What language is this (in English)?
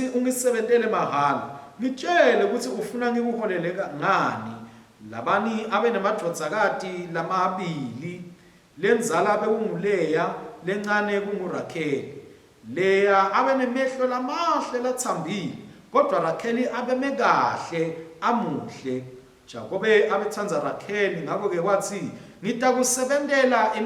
Swati